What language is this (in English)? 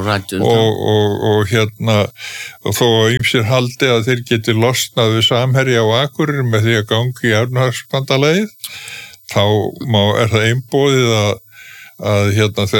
Icelandic